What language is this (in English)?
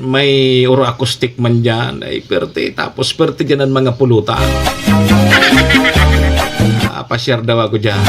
Bikol